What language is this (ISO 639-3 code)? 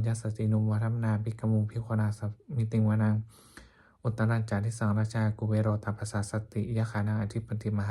pli